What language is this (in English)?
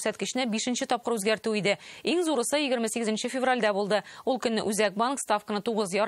Tatar